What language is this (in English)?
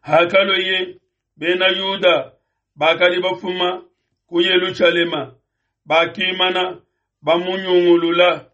Luba-Lulua